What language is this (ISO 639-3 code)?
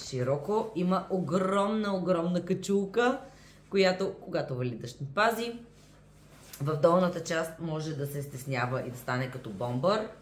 bul